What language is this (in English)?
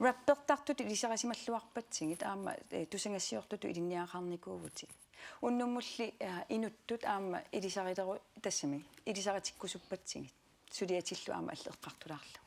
Kalaallisut